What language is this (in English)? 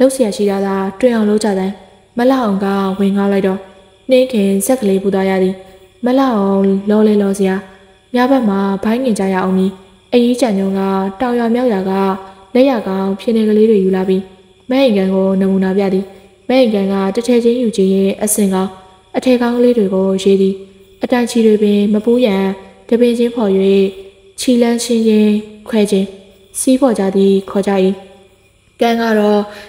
Burmese